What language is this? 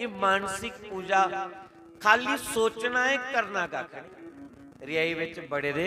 Dogri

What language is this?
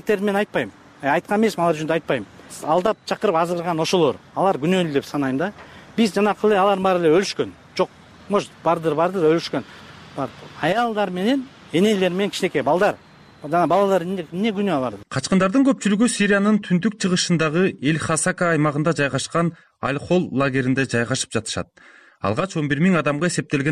Kyrgyz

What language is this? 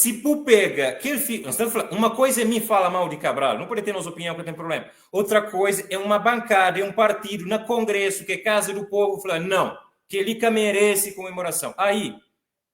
Kabuverdianu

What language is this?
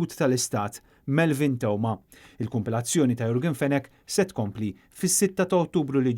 Maltese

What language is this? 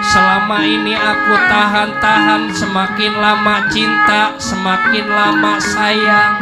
Betawi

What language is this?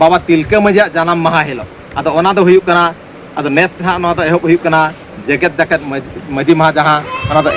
Santali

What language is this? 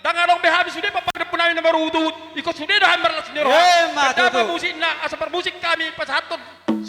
Batak Toba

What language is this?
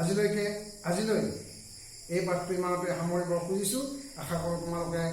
Assamese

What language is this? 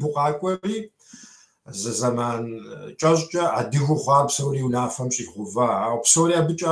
Kabardian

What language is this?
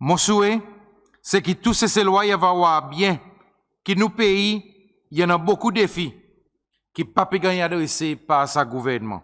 Seselwa Creole French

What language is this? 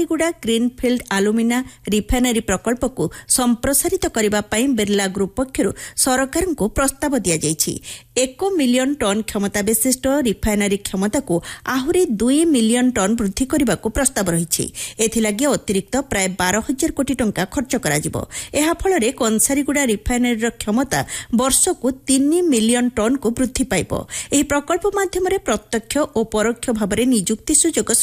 Odia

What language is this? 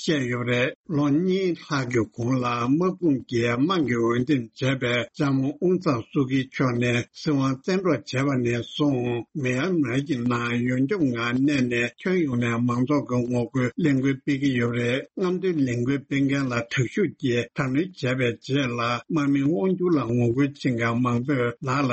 Tibetan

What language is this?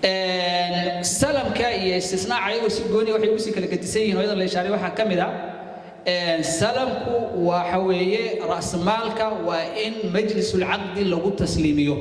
Somali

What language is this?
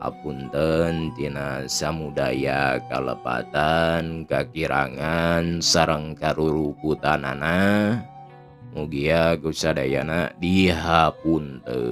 Sundanese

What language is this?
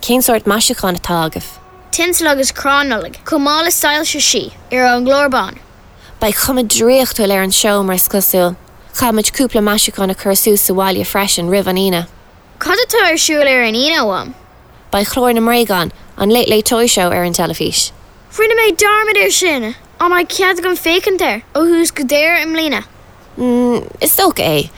Irish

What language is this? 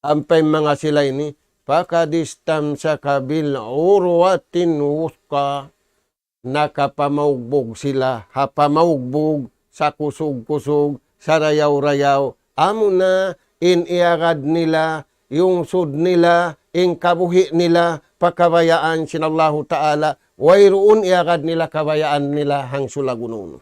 Tausug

